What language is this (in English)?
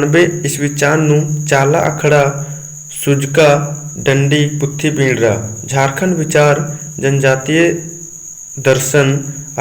Kurukh